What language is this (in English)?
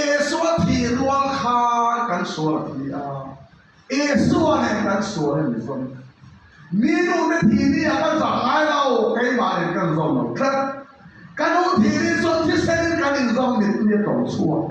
Mizo